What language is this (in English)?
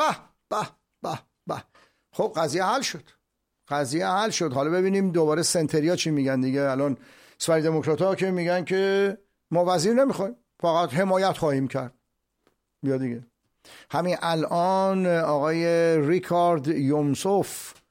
Persian